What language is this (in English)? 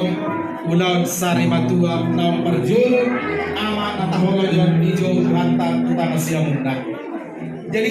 Batak Toba